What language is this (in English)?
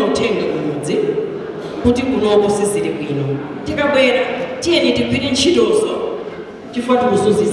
Nyanja